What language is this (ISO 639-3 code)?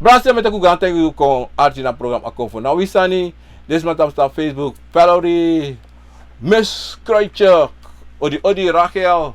srn